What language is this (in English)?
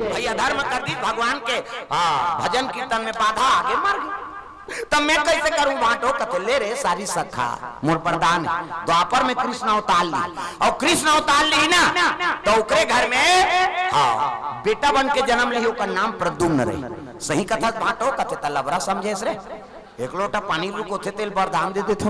Chhattisgarhi